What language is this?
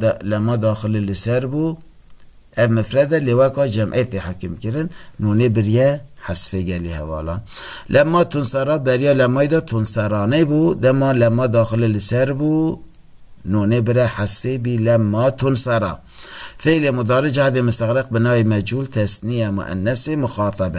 Kurdish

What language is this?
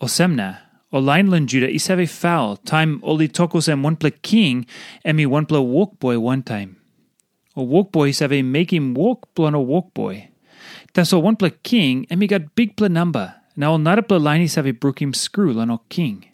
Tok Pisin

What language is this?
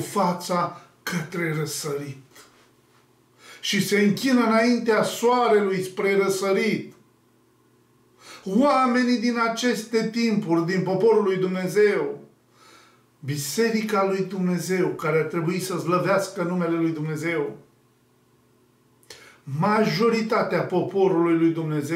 Romanian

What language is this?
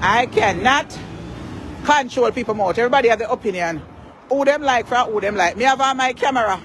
Jamaican Creole English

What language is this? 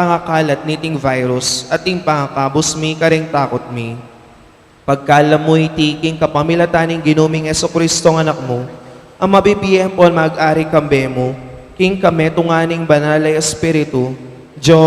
Pampanga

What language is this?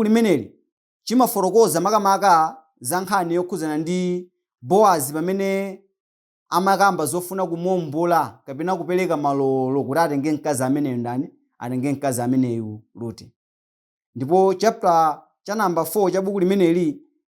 Nyanja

